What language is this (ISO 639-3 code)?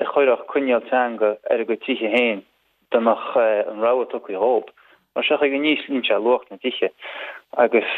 gle